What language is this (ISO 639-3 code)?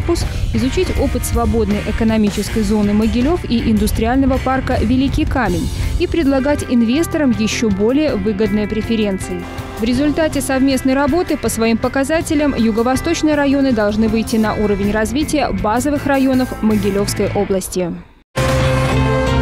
rus